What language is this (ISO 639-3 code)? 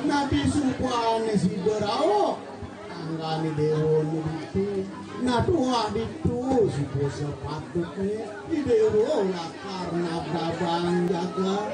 ban